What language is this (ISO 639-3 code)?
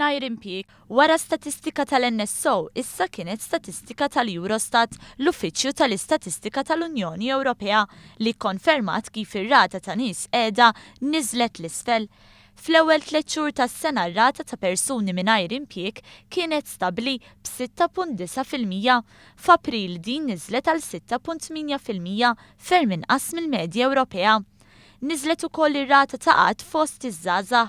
mlt